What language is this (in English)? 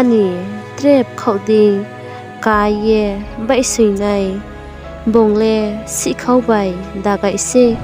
Riang (India)